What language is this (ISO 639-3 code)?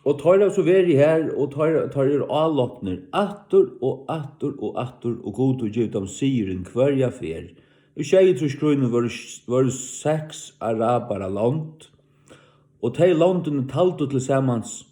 fao